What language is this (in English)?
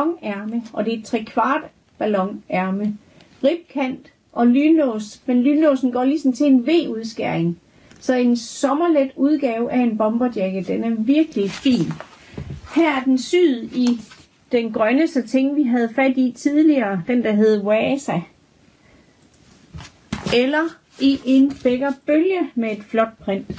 Danish